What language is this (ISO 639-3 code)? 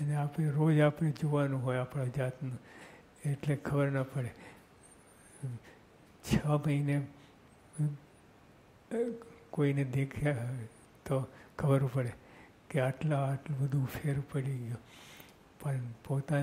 guj